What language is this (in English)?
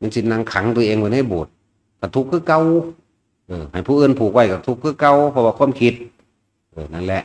Northeastern Thai